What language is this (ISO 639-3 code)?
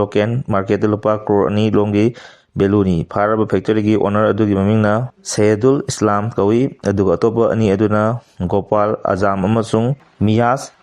mni